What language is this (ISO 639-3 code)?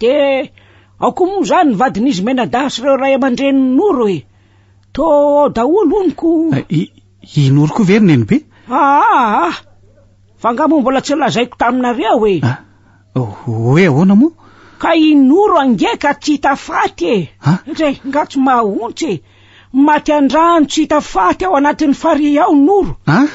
mlg